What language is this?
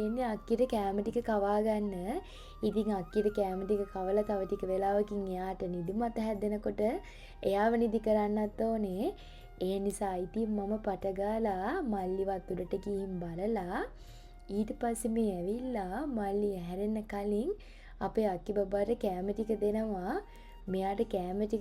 Sinhala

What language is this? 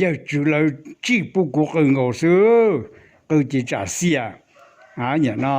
Hmong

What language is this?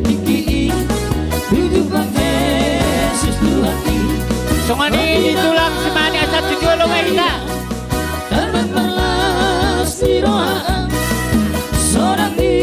Batak Toba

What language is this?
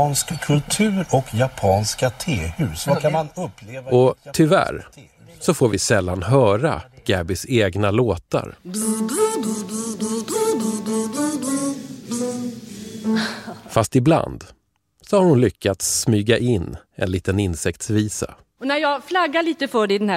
Swedish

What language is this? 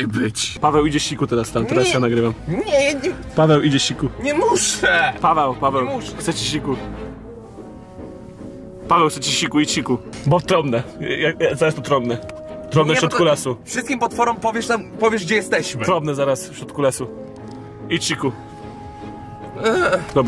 Polish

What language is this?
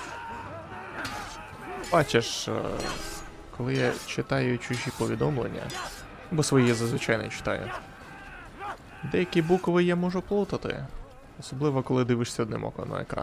Ukrainian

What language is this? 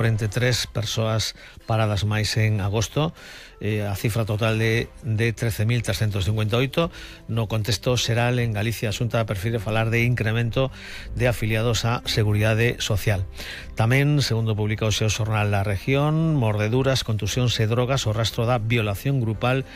Galician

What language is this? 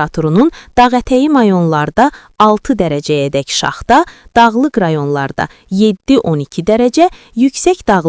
Azerbaijani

